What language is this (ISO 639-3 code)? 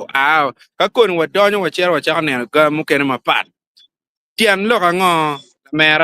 ach